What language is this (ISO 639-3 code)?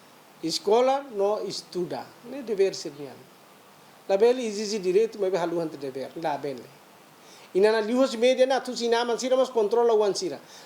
tet